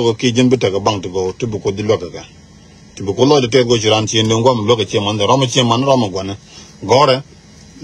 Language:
Nuer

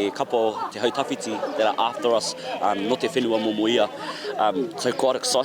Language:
Māori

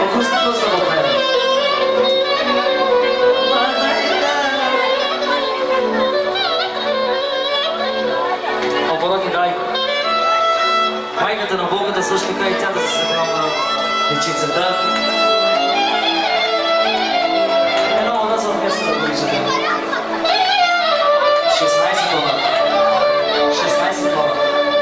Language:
Bulgarian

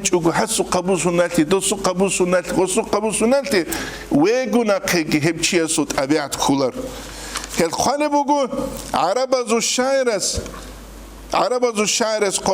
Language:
Avaric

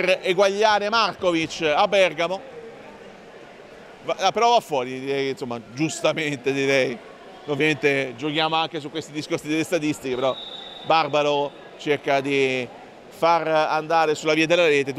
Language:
Italian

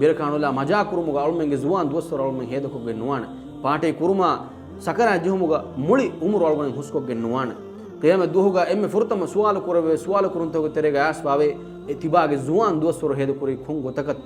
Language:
Divehi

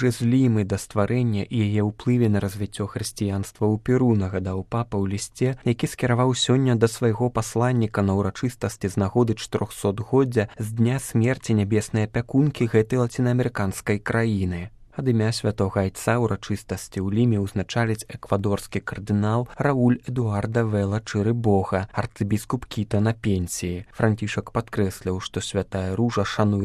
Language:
Belarusian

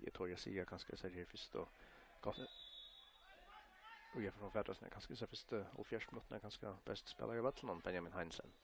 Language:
Faroese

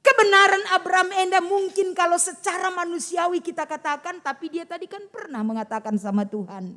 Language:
Batak Karo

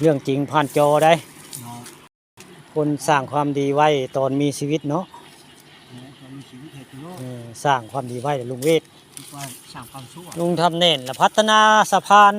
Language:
Northeastern Thai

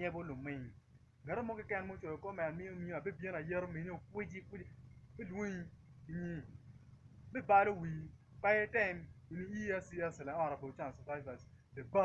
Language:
Acoli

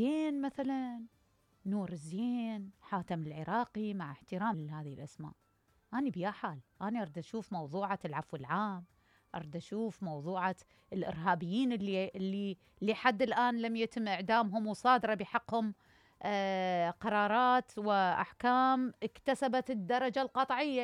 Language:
Mesopotamian Arabic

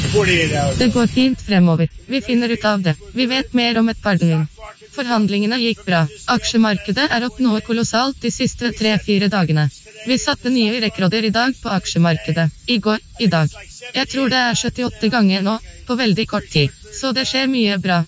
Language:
Norwegian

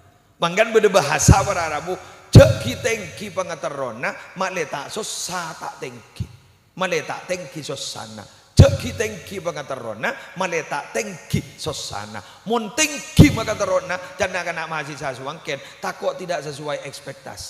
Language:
Madurese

